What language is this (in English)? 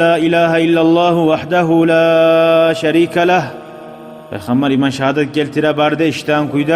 Kumyk